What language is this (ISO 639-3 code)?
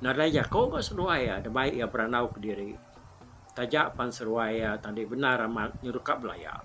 iba